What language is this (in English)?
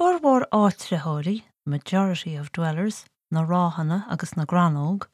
Irish